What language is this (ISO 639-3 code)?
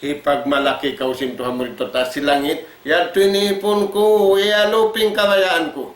tsg